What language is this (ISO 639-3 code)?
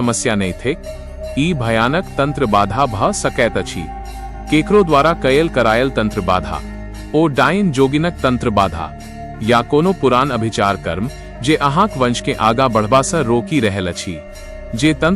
mai